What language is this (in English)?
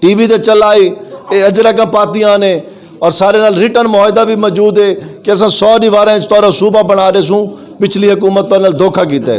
Saraiki